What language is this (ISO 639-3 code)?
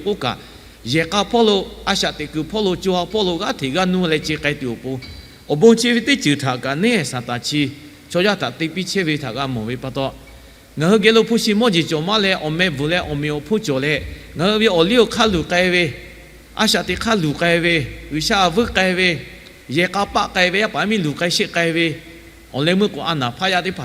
lhu